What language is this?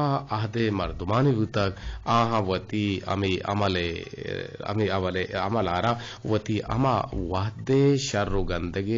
Eastern Balochi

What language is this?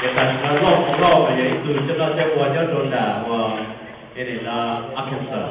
Hmong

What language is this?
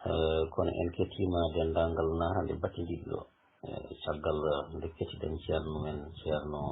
Fula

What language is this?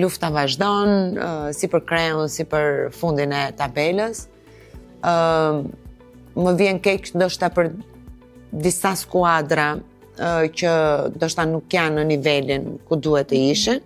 Albanian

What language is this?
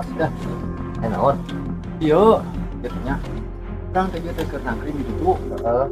Sundanese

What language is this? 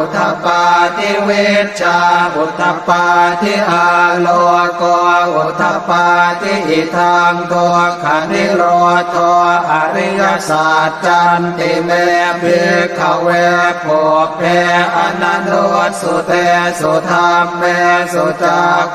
Pali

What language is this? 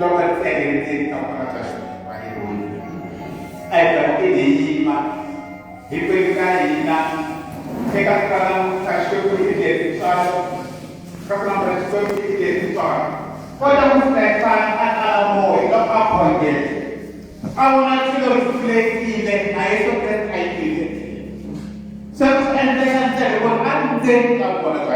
Tsonga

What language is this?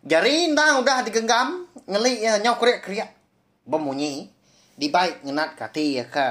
Iban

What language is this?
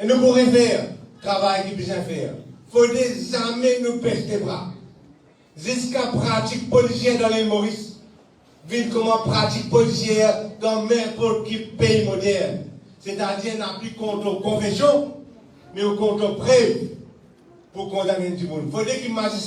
Morisyen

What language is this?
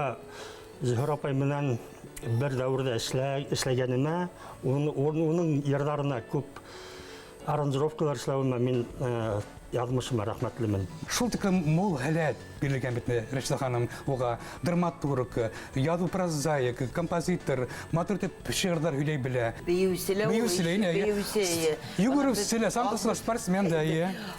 Bashkir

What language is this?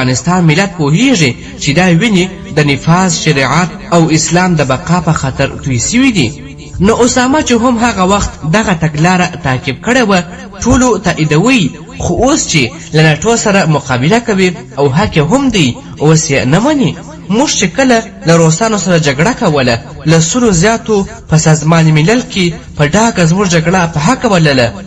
Pashto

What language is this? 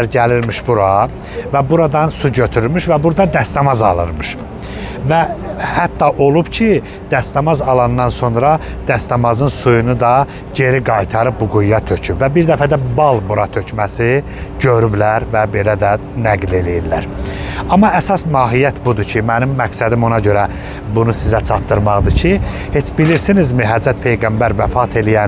Azerbaijani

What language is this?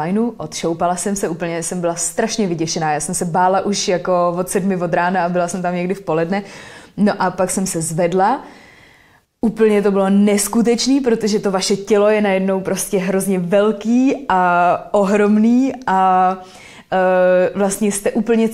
Czech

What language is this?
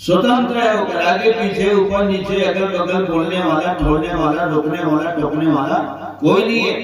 Chhattisgarhi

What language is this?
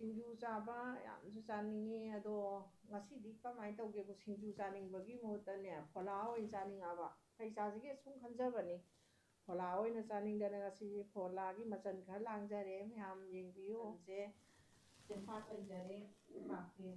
Manipuri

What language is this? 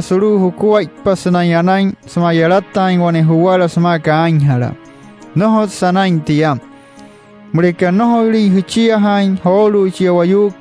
Wayuu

